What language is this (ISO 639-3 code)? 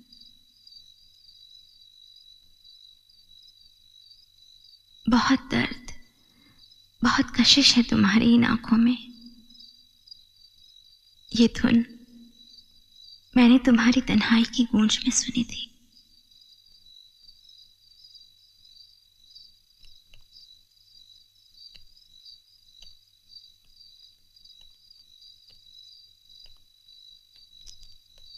hin